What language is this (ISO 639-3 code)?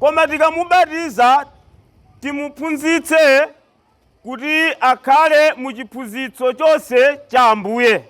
nya